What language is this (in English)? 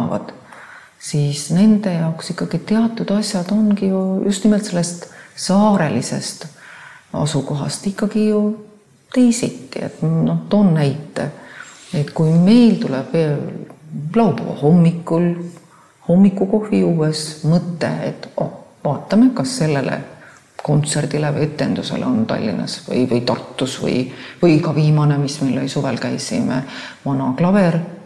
Estonian